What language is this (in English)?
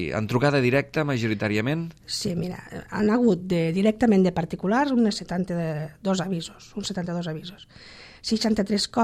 Catalan